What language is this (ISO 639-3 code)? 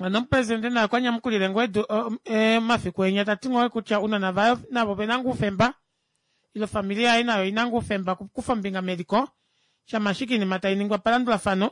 kua